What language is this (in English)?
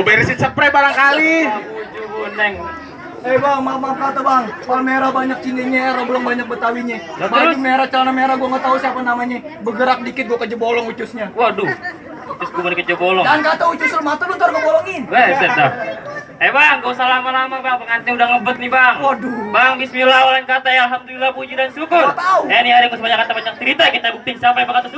Betawi